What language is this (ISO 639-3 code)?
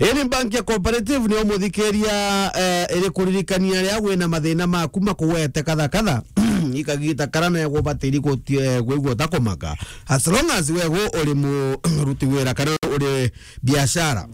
mer